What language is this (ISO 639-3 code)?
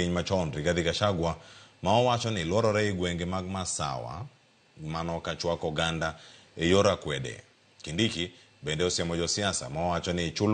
luo